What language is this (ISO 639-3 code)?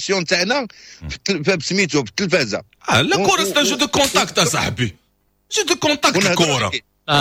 ary